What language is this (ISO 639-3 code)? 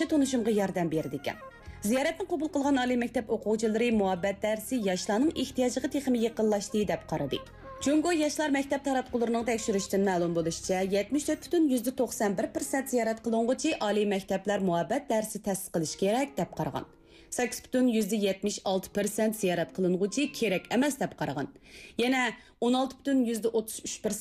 uig